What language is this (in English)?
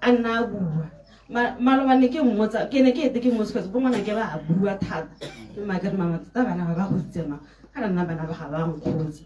Tswana